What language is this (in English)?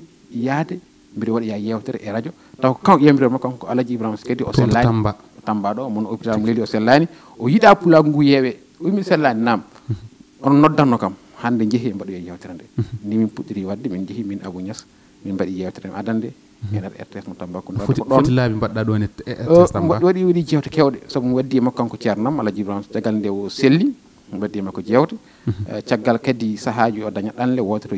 Fula